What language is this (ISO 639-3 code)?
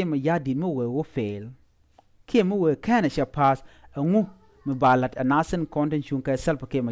nus